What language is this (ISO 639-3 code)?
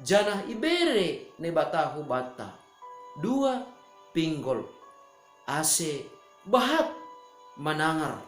bts